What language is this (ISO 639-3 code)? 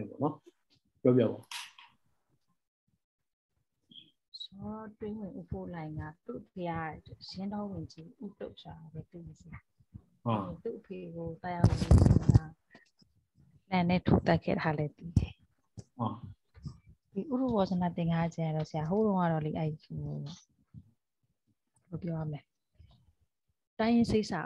mya